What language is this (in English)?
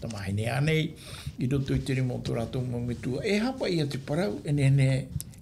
Tahitian